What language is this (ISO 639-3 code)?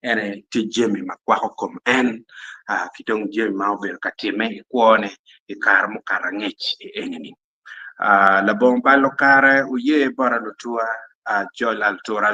ach